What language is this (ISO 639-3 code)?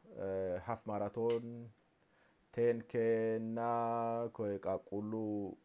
sid